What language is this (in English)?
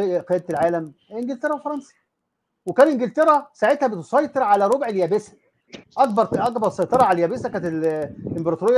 Egyptian Arabic